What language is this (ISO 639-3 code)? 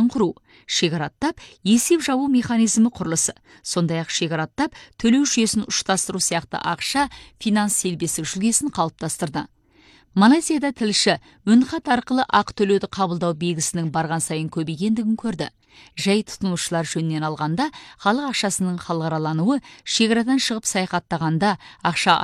kaz